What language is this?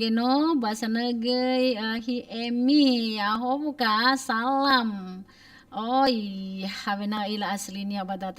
Nias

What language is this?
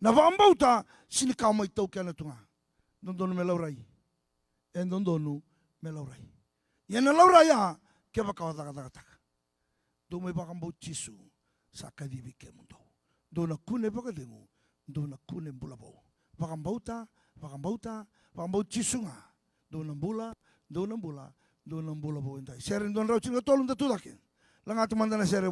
Fijian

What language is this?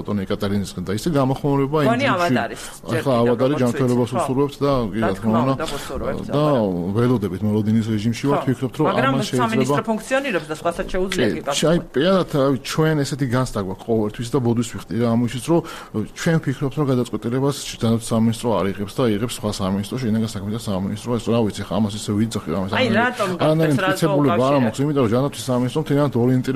Georgian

